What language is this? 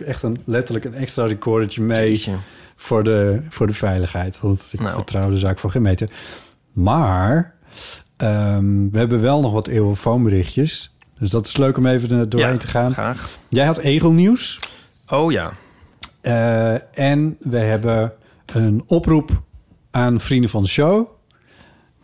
Dutch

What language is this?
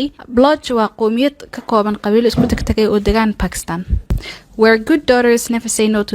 Somali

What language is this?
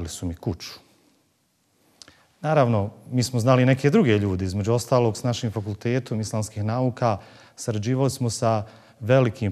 Bosnian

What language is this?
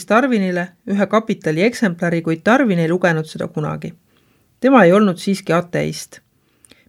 Estonian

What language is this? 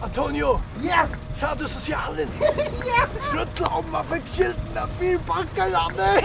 Faroese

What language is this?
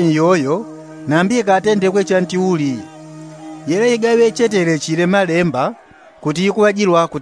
Yao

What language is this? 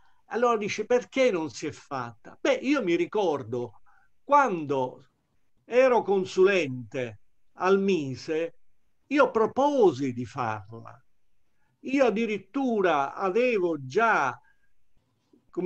Italian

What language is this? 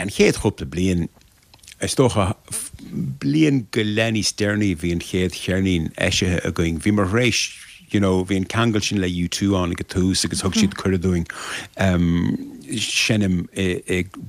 Irish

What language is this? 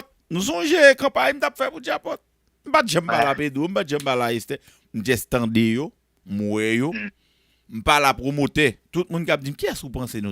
Haitian Creole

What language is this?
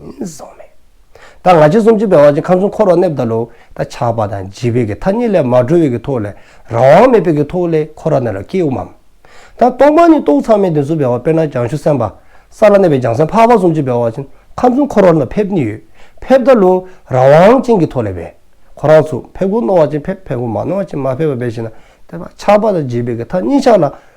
Dzongkha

